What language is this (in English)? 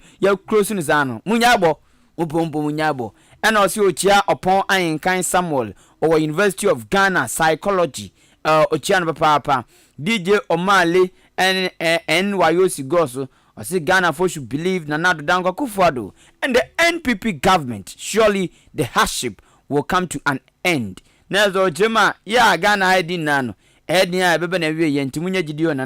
Akan